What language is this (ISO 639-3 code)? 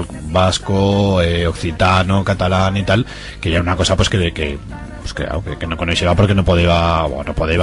arg